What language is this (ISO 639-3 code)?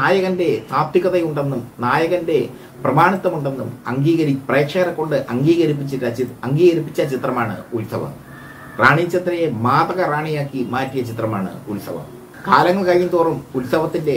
mal